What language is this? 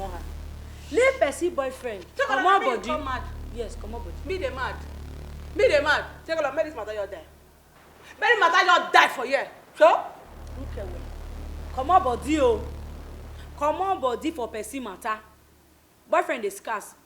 Nigerian Pidgin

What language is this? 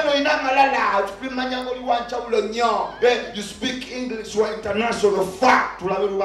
Ganda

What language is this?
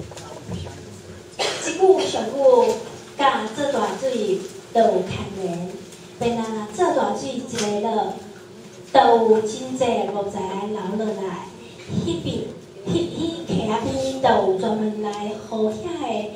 Min Nan Chinese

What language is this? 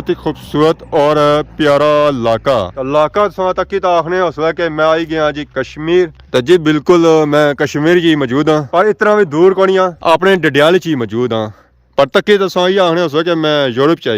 Pahari-Potwari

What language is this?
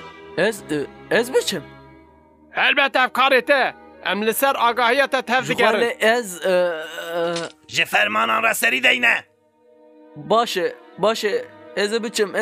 Kurdish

